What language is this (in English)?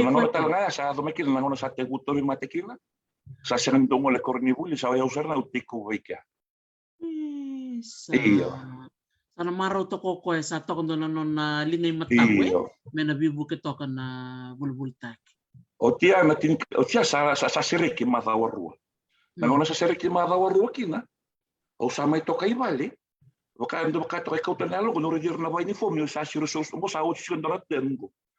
Fijian